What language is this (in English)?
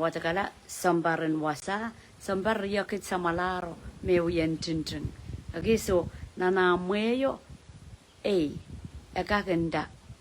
Pohnpeian